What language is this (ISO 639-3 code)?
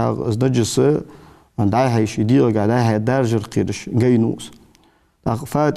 inh